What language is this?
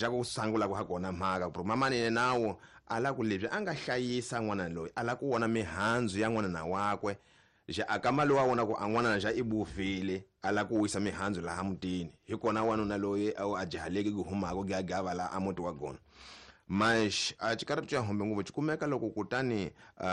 Tsonga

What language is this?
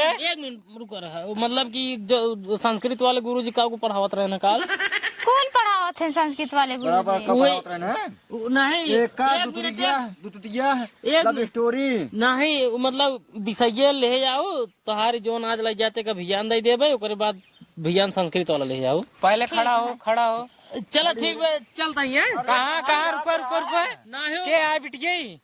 Awadhi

